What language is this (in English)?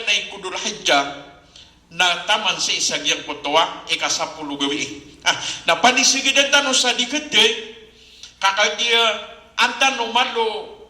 Maranao